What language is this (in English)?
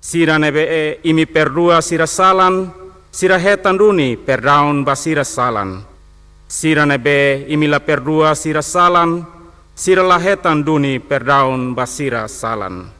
Tetum